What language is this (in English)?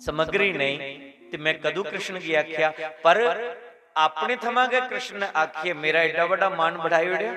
Dogri